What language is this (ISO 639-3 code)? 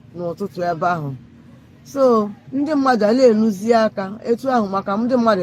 ibo